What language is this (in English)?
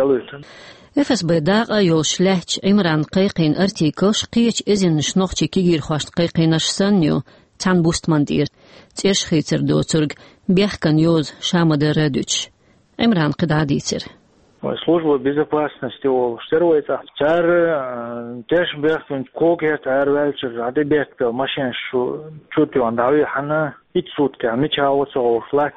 Chechen